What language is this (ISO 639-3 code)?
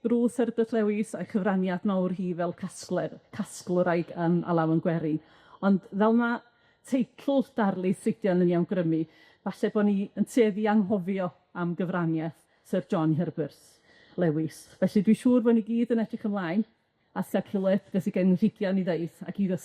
cym